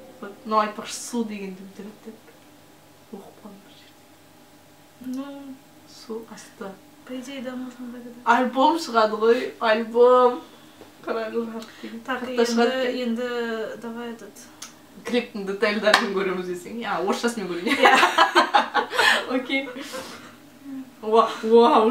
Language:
Kazakh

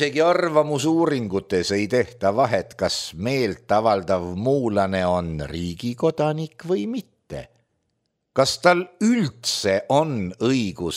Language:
Estonian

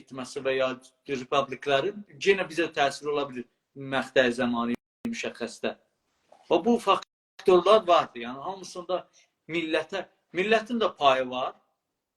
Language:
South Azerbaijani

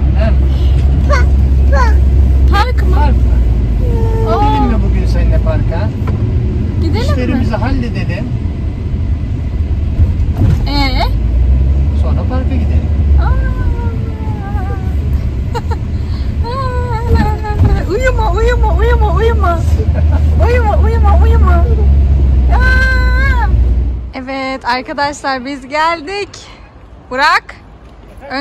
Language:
Turkish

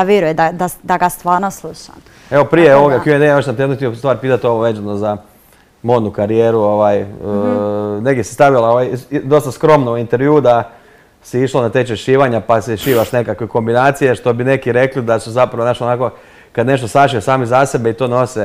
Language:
Croatian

